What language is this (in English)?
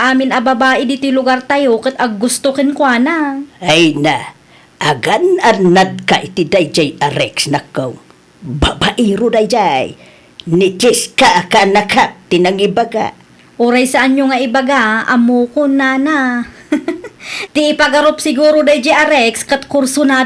Iloko